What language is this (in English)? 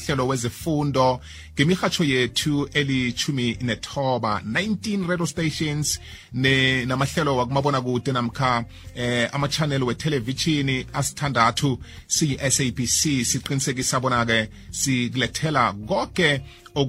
South Ndebele